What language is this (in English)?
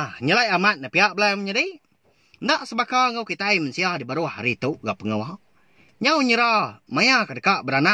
Iban